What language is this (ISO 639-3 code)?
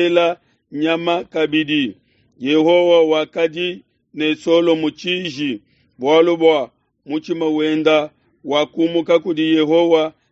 lua